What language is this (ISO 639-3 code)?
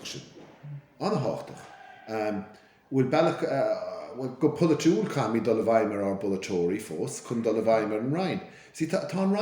gle